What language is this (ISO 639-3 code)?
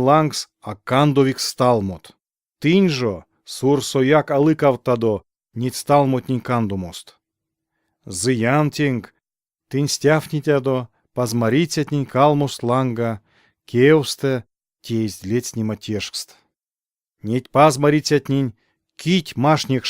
myv